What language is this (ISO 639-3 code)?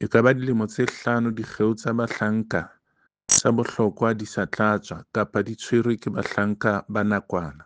sot